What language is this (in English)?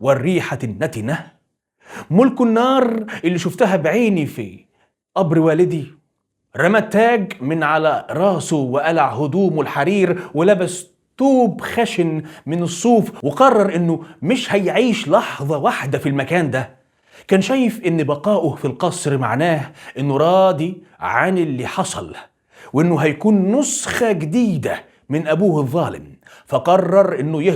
Egyptian Arabic